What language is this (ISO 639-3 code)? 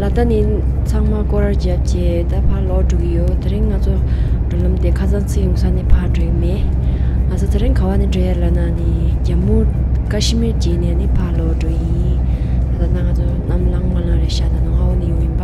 bod